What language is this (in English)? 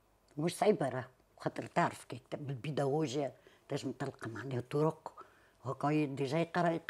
Tunisian Arabic